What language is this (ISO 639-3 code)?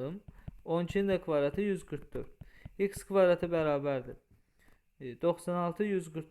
aze